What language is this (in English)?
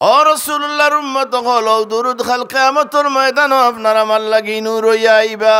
Sylheti